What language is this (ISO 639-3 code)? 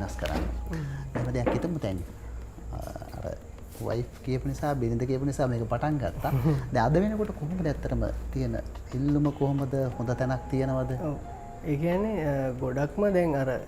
sin